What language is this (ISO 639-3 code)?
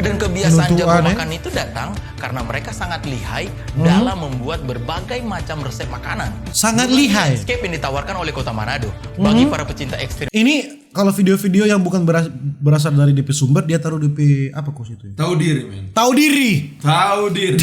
xmm